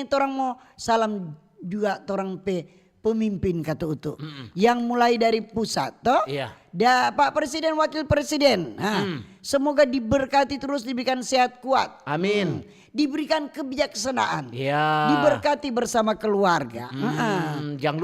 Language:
Manado Malay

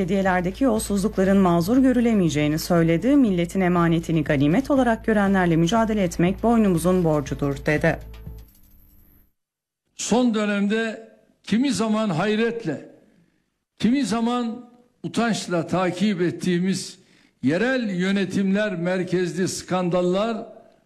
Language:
Turkish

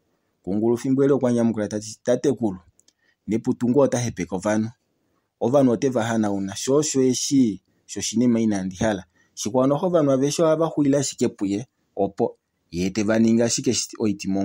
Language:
Kuanyama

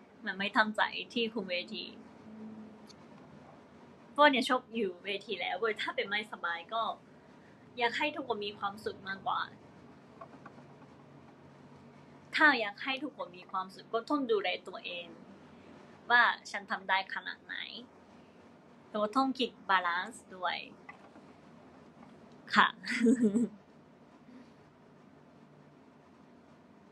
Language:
Thai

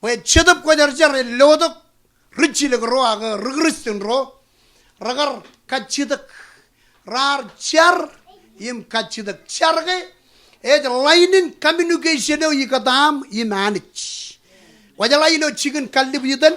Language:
Marshallese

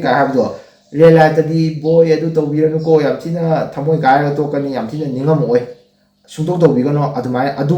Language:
Manipuri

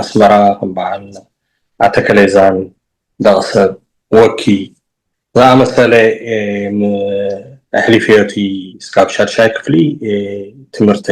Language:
Tigrinya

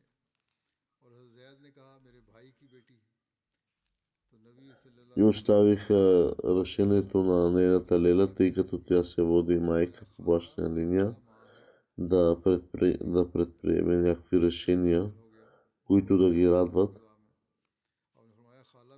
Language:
Bulgarian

